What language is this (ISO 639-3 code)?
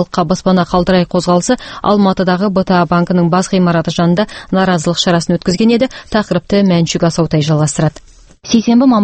kaz